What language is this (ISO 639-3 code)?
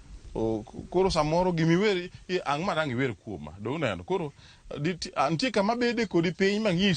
luo